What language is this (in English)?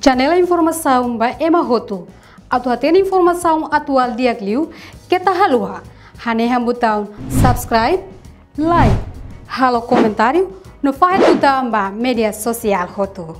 Tetum